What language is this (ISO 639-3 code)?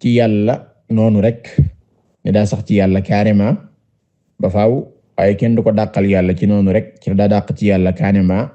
wol